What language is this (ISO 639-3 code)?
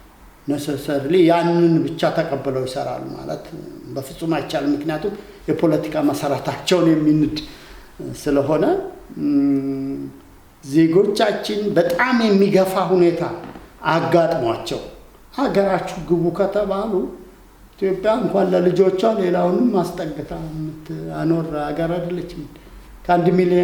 amh